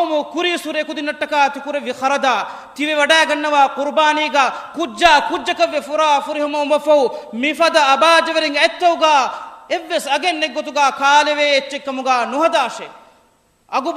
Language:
Divehi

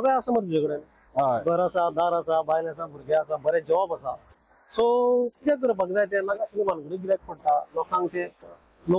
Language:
Konkani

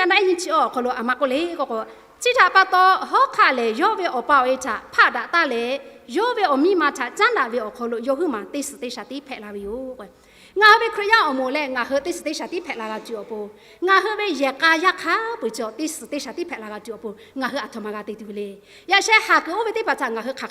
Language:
Lahu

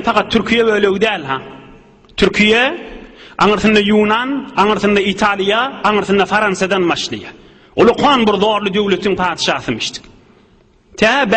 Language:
Turkmen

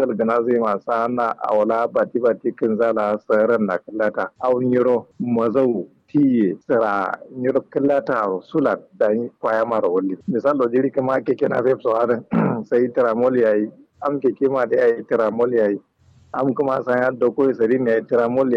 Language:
Kanuri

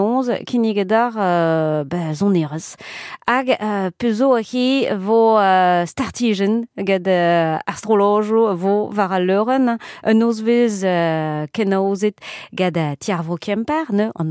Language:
Breton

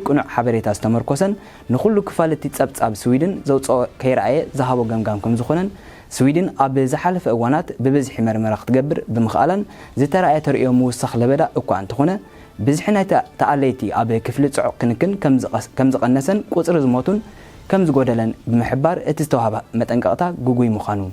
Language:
Tigrinya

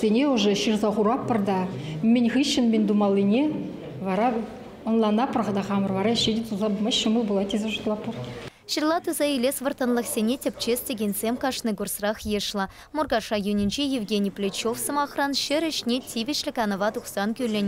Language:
Chuvash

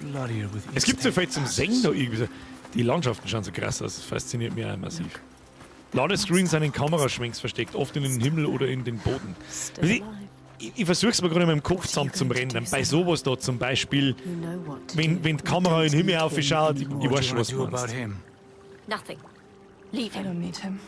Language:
Bavarian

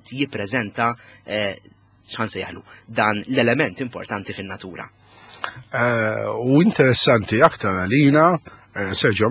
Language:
Maltese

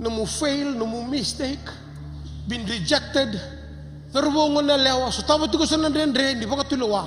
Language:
Fijian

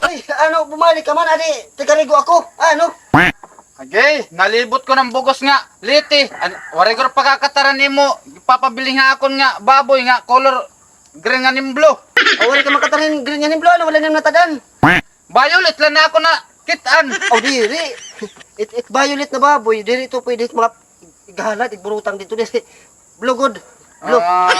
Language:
Waray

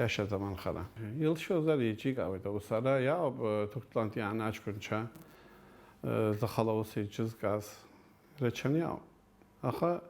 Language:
Abkhazian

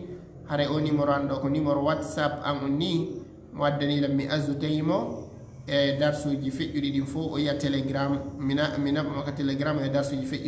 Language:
Fula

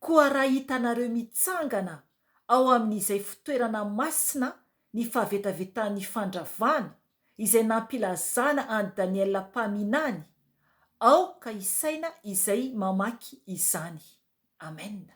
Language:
Malagasy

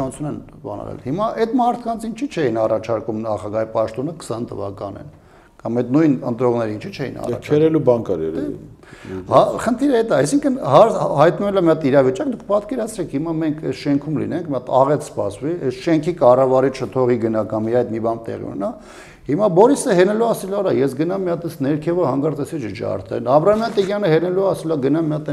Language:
Armenian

